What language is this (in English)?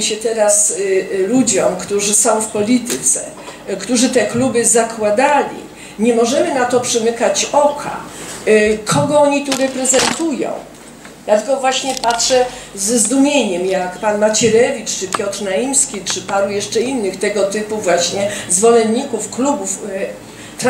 Polish